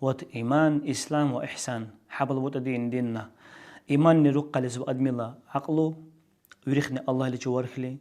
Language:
Dargwa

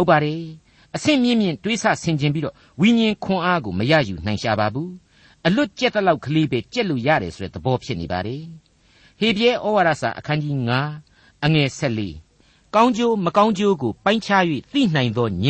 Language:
Burmese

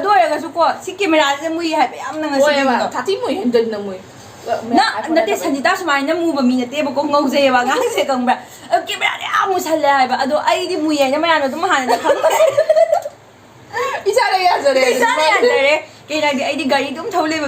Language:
Manipuri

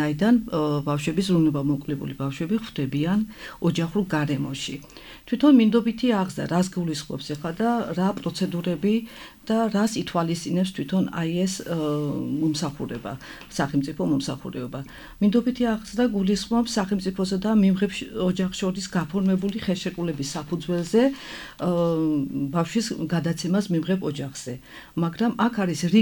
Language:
Georgian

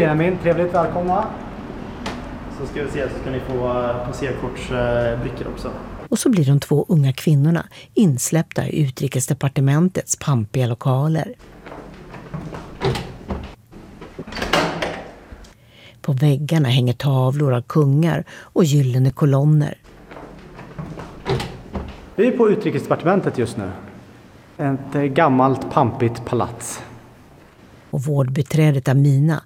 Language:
Swedish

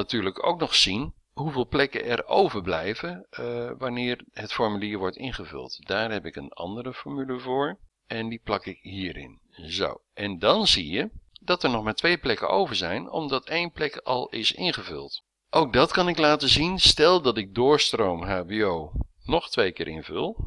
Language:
Dutch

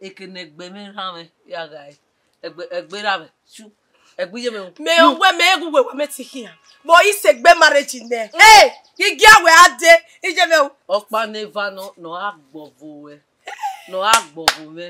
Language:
Bini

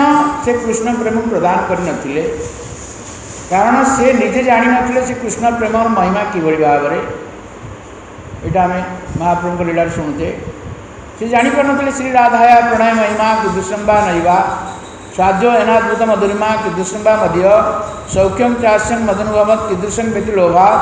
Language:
Odia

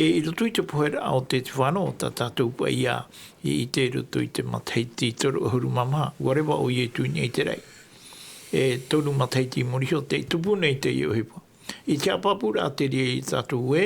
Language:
Tahitian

